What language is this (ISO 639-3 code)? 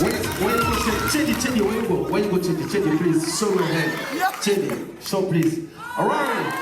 jam